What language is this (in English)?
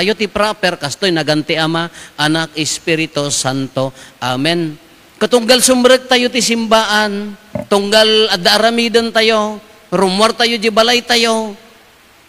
Iloko